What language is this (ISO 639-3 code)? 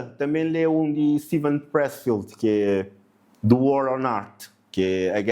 kea